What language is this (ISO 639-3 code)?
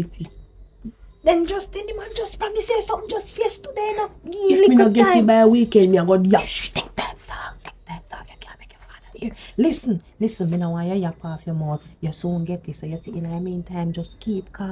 jam